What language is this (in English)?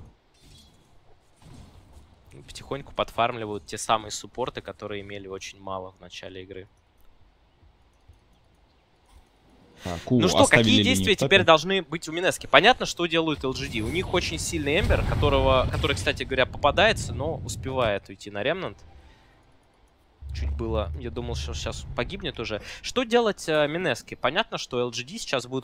Russian